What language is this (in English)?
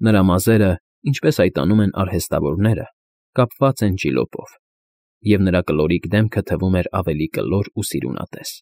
Armenian